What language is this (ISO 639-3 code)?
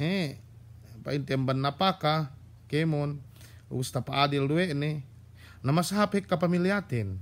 yka